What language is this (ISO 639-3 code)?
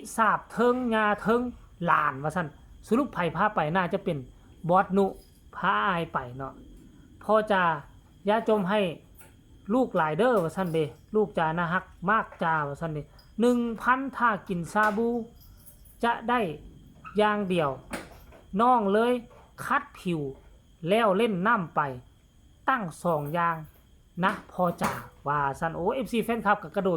tts